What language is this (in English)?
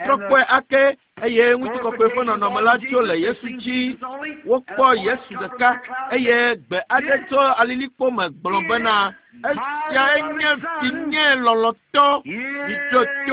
Ewe